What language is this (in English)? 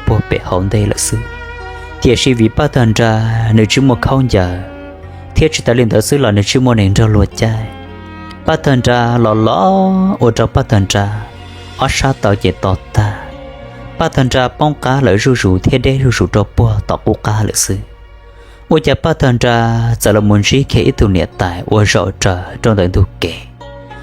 Hmong